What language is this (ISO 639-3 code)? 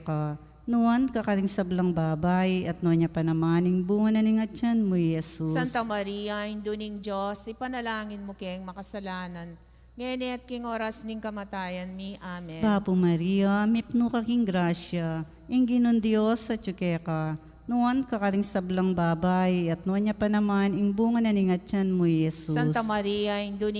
pam